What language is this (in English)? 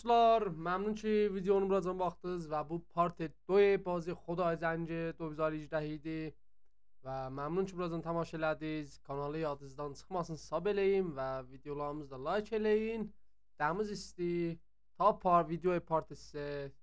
South Azerbaijani